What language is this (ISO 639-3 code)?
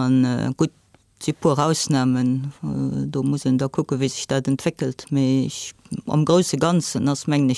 ltz